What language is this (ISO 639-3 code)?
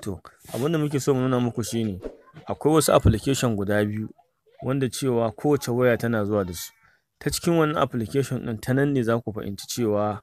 hau